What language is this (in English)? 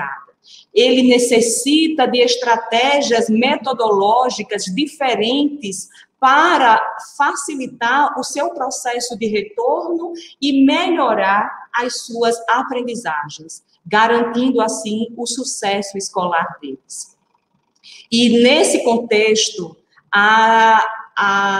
Portuguese